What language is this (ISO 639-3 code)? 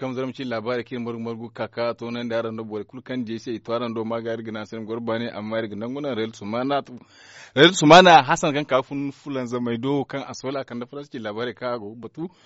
dje